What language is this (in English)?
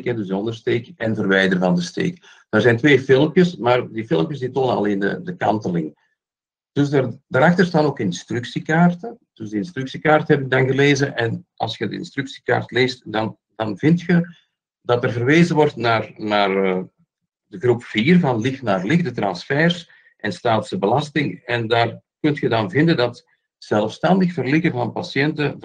Dutch